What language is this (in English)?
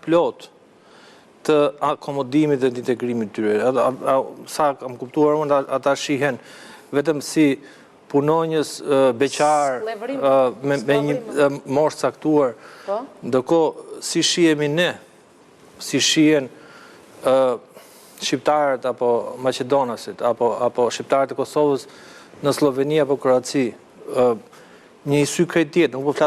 Albanian